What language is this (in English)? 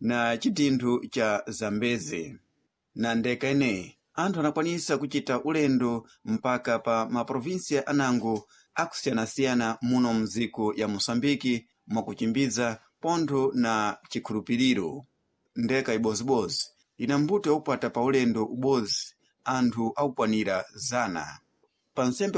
Sena